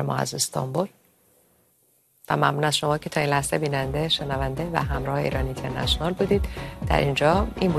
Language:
Persian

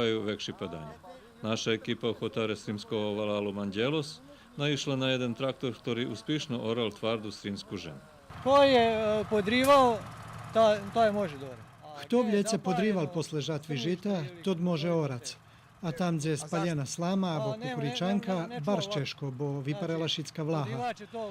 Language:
Rusyn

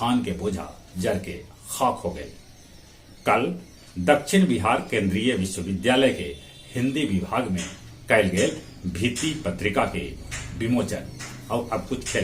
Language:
Magahi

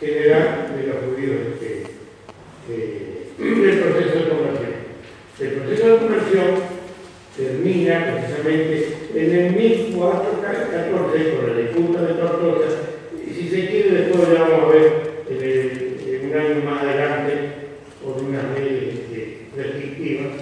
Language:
Ladino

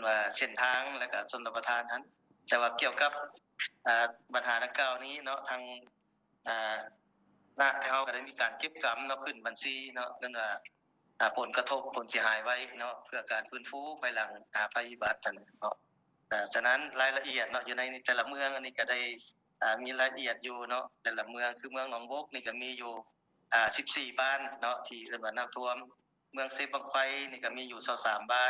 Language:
Lao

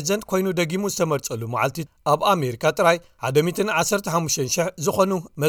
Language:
Tigrinya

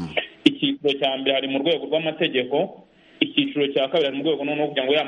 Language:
Kinyarwanda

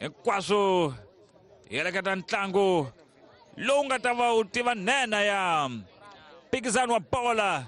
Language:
Tsonga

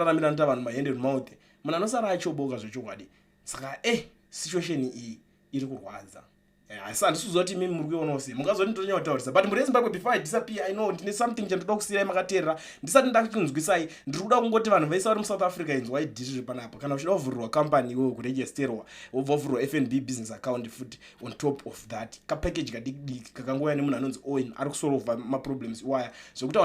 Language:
Shona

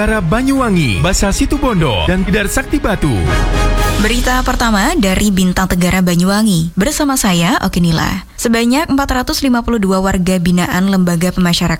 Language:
Indonesian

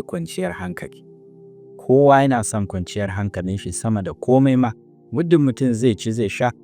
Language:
Hausa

